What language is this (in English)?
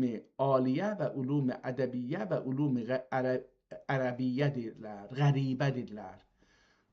South Azerbaijani